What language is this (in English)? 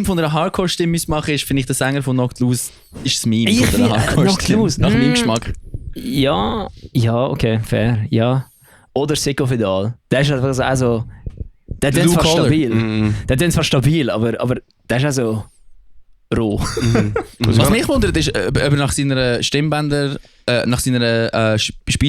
Swiss German